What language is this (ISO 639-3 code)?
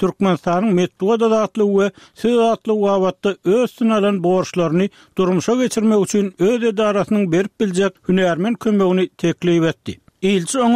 tuk